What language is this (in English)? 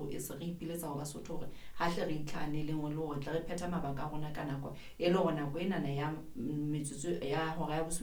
Southern Sotho